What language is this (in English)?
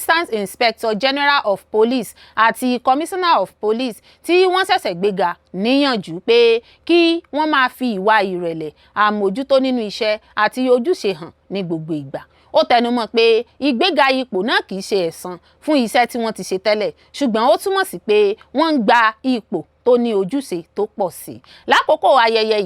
Yoruba